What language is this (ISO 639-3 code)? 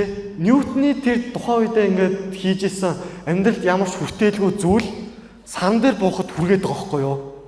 mon